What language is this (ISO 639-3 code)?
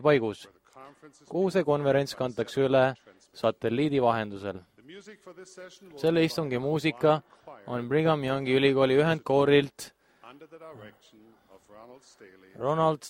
est